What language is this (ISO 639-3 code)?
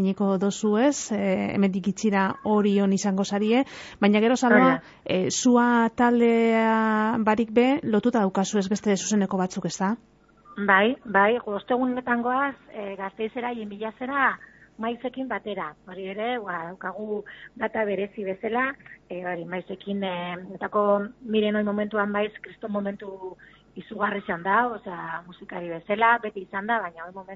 eus